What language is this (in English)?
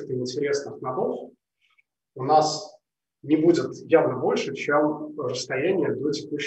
Russian